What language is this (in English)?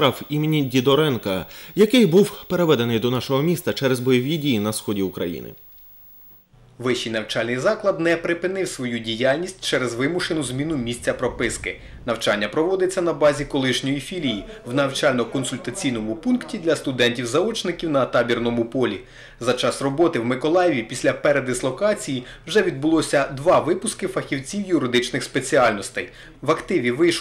Ukrainian